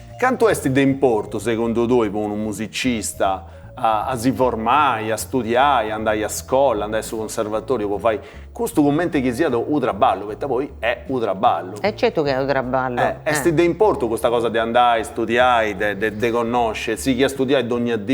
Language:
Sardinian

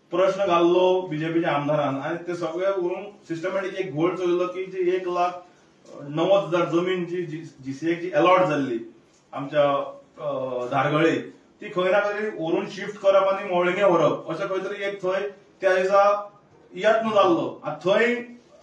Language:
Konkani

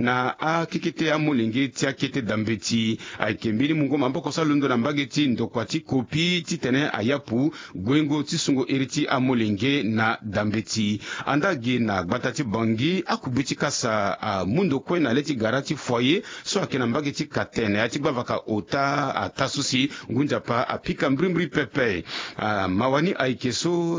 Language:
Sango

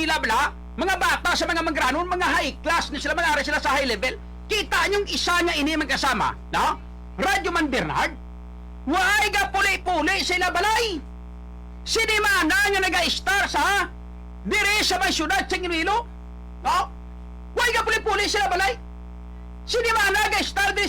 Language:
Hiligaynon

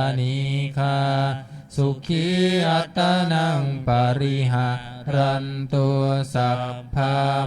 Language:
Pali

